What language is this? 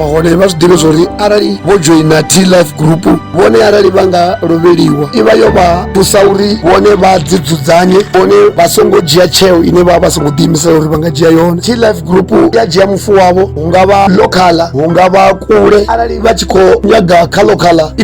Venda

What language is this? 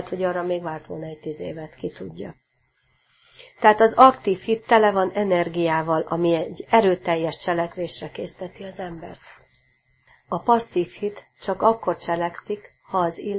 Hungarian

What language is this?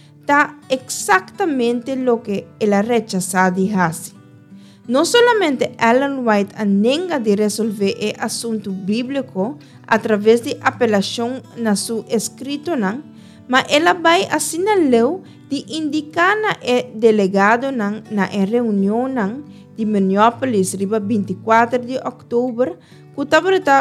Papiamento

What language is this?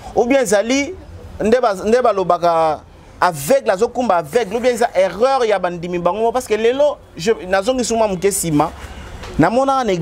Lingala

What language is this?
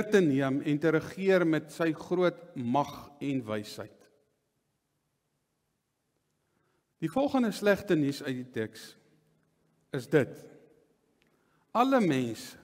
Afrikaans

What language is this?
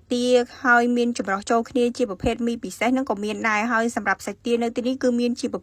Khmer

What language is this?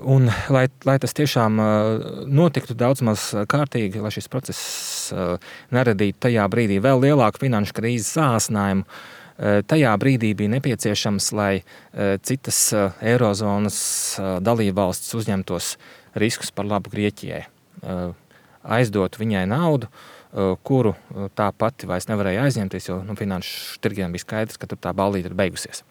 Latvian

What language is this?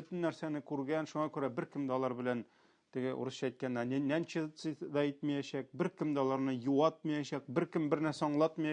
Tatar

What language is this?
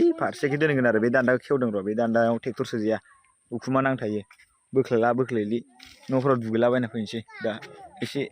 Bodo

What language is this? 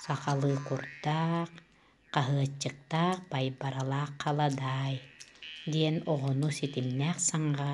Yakut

